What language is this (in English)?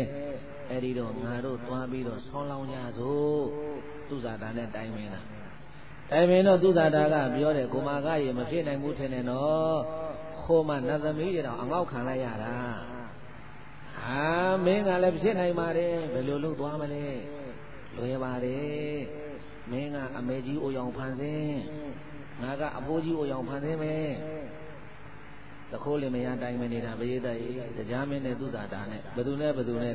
Burmese